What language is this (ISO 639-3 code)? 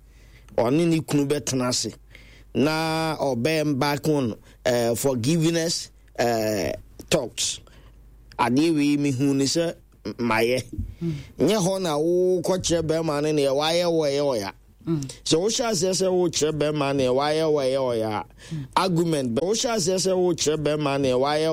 aka